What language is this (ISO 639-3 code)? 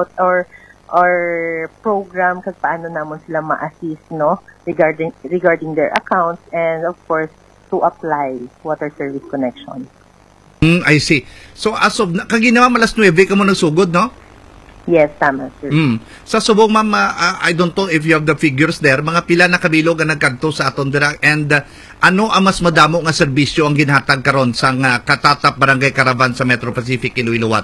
hil